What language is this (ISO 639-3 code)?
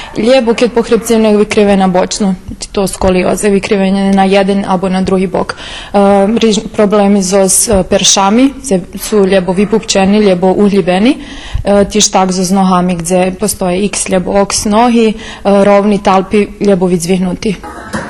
rue